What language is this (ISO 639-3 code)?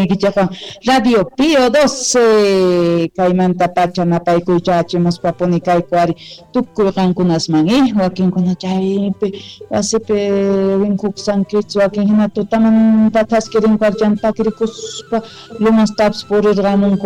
quh